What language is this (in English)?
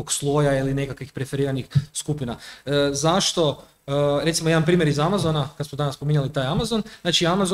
Croatian